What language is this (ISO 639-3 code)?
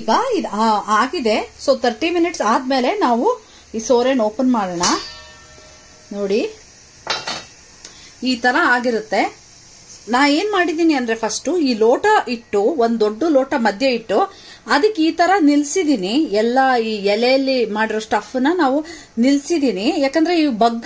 kan